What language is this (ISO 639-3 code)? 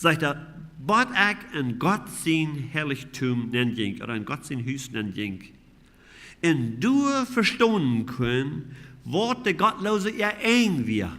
pdt